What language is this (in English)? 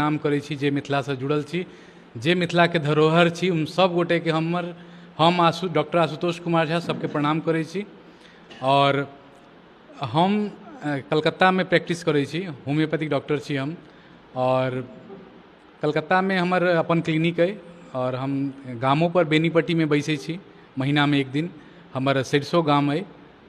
Maithili